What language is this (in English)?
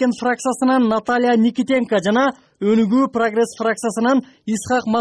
Kyrgyz